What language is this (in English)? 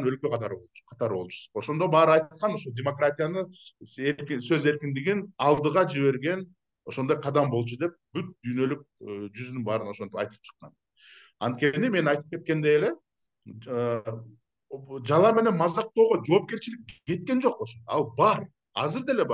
Kyrgyz